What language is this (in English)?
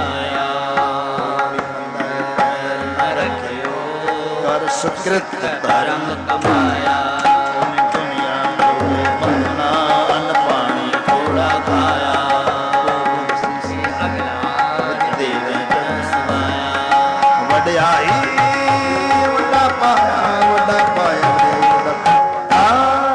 Punjabi